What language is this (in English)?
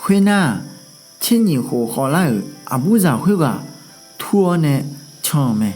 Akha